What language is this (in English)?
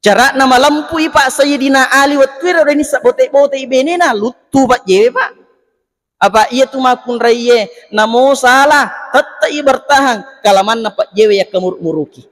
Buginese